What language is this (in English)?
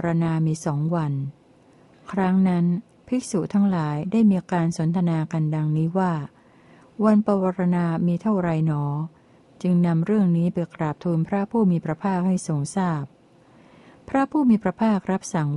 Thai